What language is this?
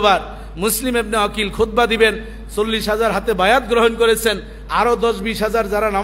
Bangla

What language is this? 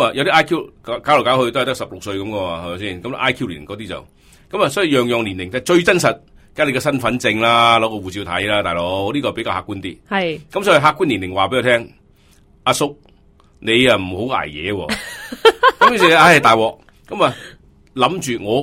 Cantonese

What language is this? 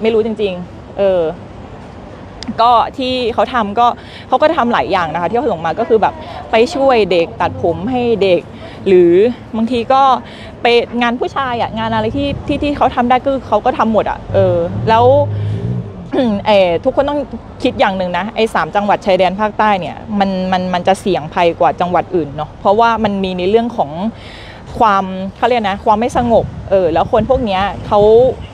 Thai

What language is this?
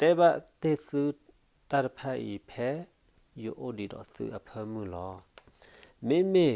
S'gaw Karen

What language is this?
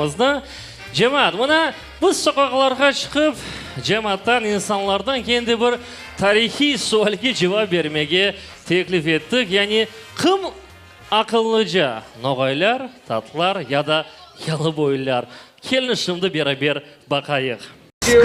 Crimean Tatar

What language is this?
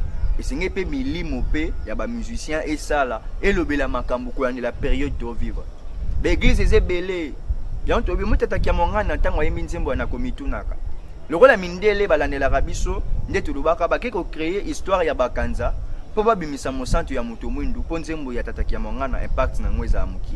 Lingala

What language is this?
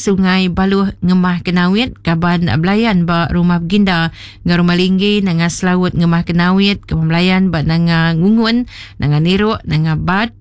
Iban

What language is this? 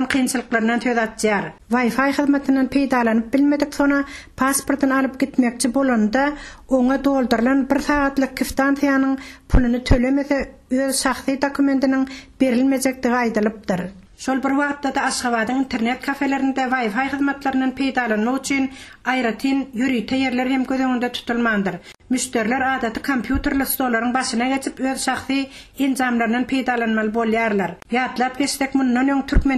Turkmen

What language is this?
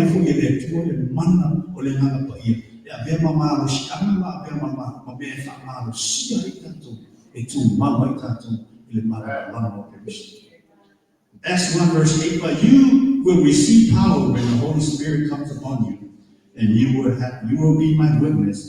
Samoan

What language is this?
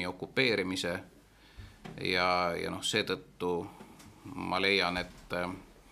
Estonian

